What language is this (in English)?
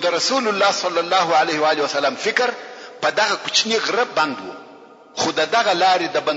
Pashto